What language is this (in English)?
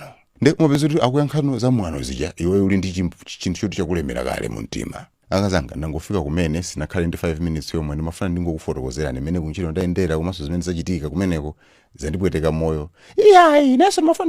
Nyanja